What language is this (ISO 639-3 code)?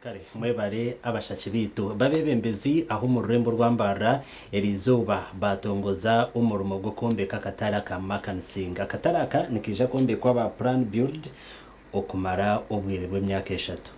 nyn